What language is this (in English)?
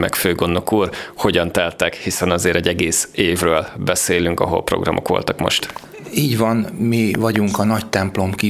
Hungarian